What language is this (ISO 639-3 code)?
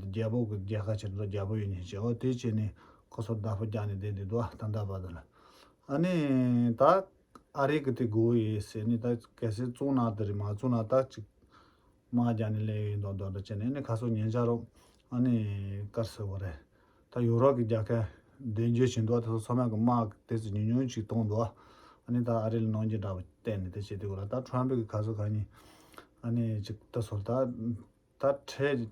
bod